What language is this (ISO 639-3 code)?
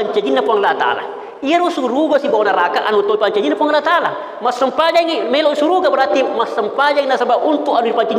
bug